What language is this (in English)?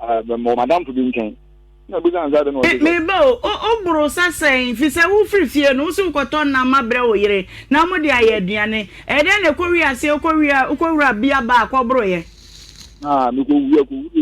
Akan